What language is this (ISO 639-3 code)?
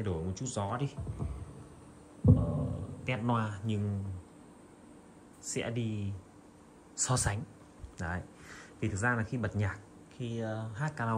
vie